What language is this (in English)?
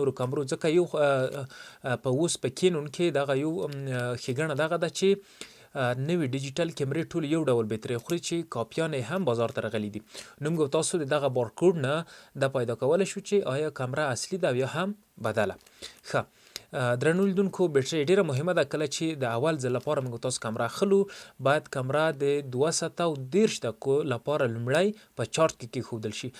Pashto